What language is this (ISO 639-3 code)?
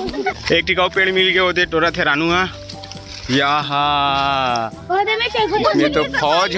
hne